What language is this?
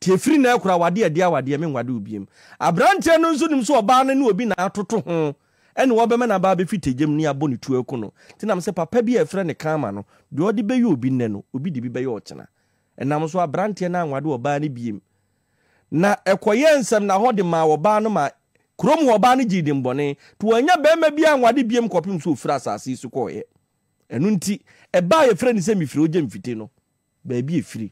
Akan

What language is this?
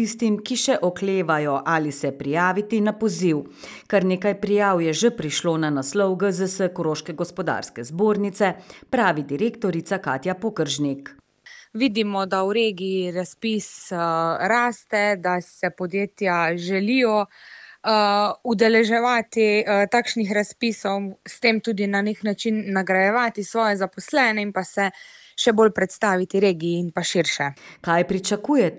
Slovenian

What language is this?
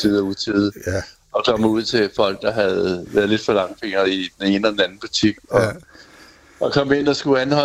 Danish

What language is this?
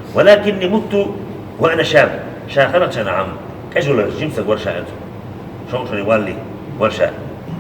Chechen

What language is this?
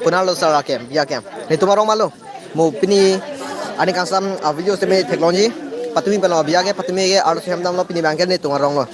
Karbi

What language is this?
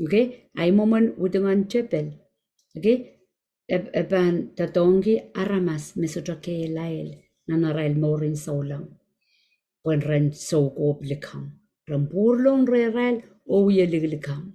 Pohnpeian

